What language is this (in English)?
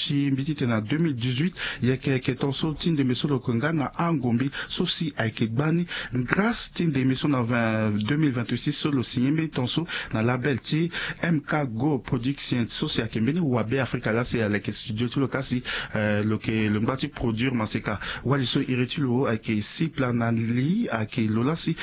Sango